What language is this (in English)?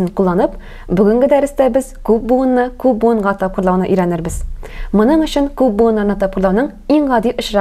Tatar